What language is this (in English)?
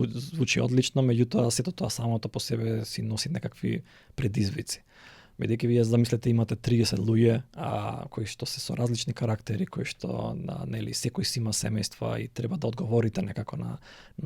Macedonian